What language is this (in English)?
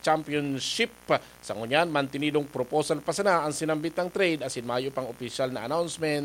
Bikol